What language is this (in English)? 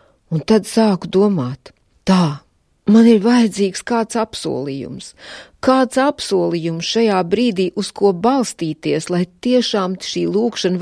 Latvian